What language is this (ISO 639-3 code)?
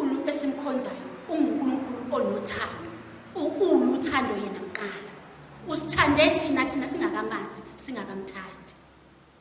zul